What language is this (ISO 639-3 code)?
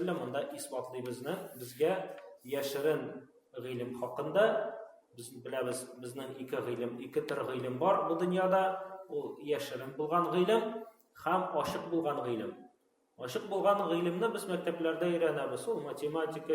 tat